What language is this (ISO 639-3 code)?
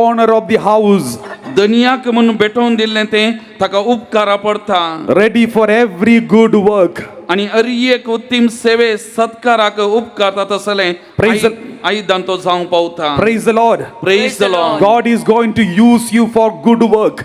kok